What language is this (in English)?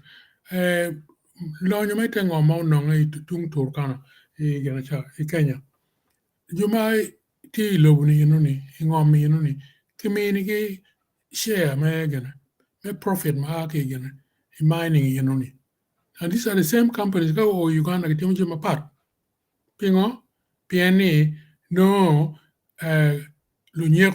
Acoli